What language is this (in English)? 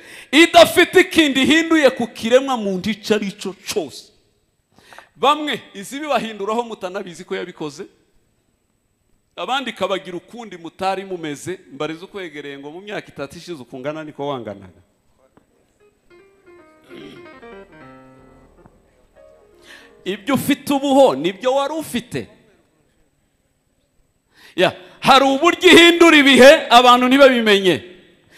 Kinyarwanda